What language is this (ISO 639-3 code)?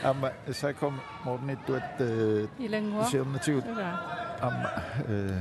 kal